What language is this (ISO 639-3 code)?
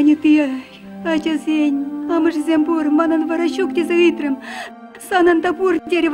chv